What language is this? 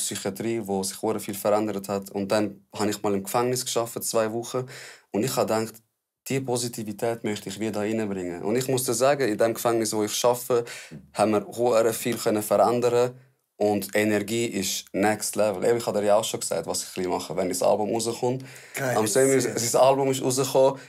Swiss German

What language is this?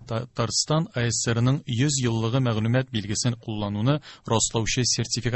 Tatar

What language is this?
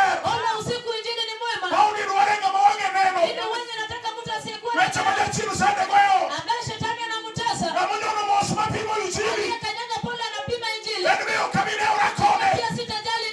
Luo (Kenya and Tanzania)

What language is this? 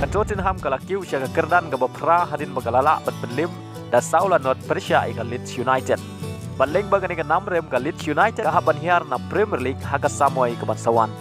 Khasi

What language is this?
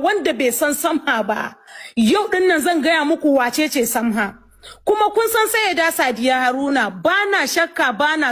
Hausa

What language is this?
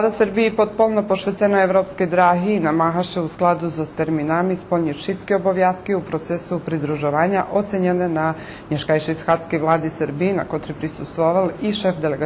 Rusyn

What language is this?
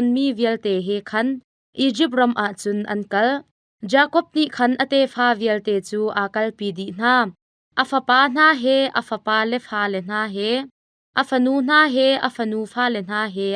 Hakha Chin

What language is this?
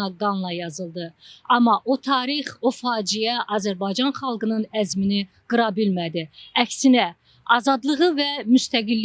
Azerbaijani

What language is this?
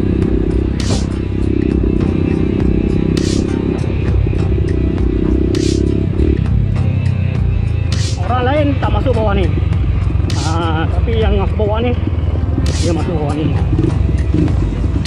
Malay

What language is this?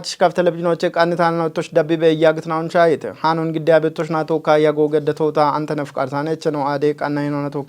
Kafa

